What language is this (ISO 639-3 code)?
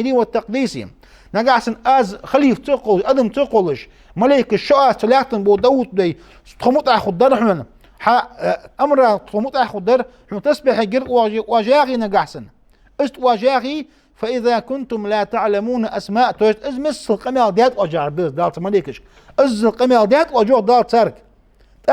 inh